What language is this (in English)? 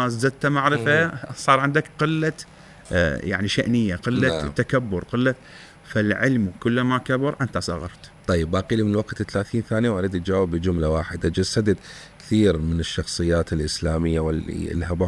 Mesopotamian Arabic